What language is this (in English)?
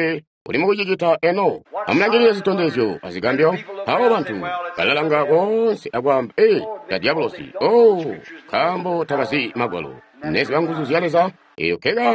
Tonga (Zambia)